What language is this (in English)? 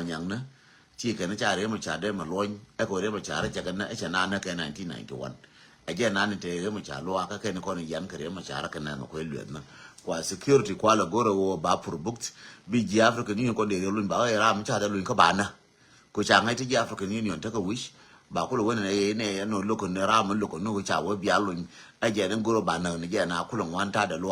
Nuer